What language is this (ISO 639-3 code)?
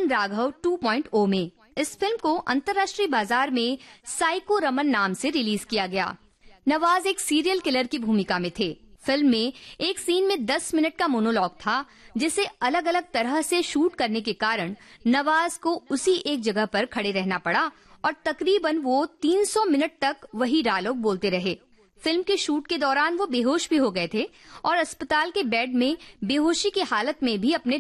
hin